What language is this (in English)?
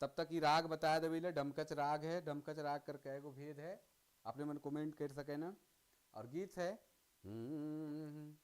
Sadri